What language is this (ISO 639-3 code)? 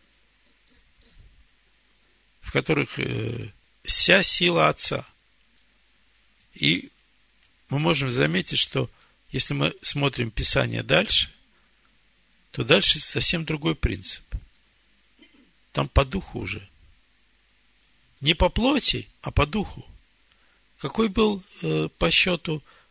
rus